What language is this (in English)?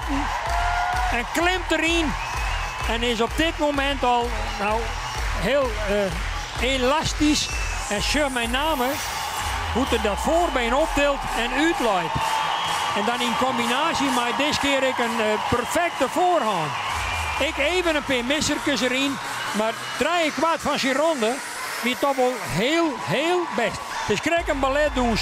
Western Frisian